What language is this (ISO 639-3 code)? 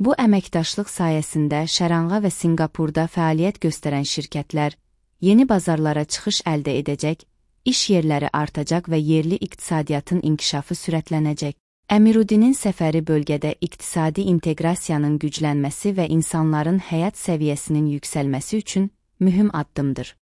aze